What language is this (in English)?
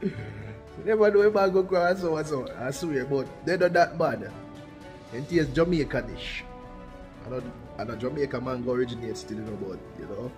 Jamaican Creole English